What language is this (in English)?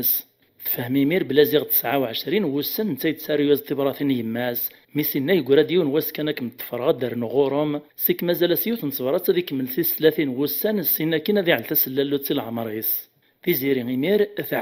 Kabyle